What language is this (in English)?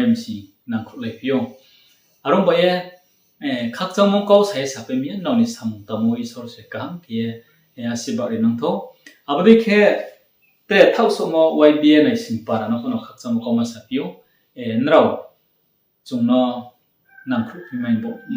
Riang (India)